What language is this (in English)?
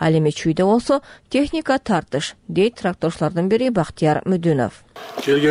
Kyrgyz